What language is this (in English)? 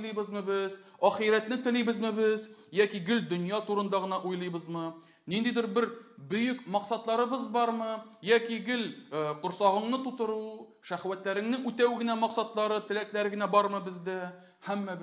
Tatar